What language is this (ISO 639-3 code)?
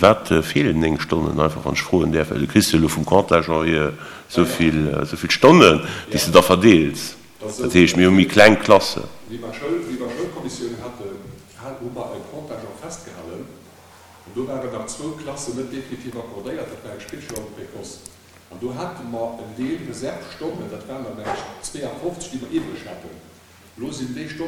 ltz